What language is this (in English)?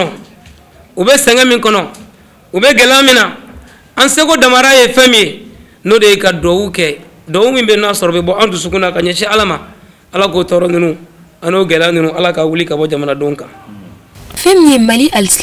Bambara